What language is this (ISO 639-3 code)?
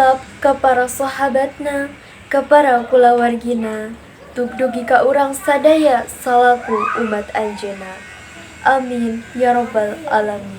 sun